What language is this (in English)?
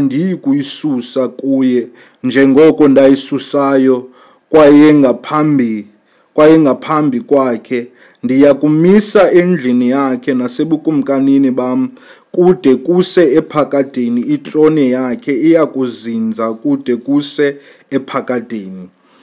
Xhosa